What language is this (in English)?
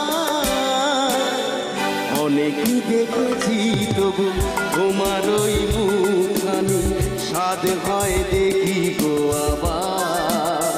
Bangla